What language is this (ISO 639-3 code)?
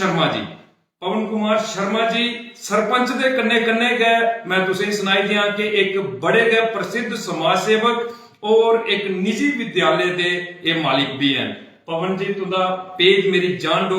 doi